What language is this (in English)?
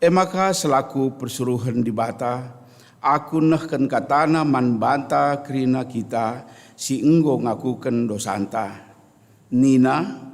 Batak Karo